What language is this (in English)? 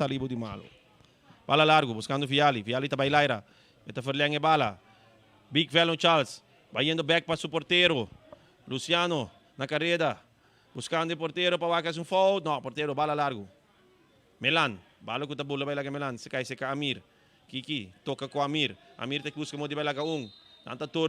Papiamento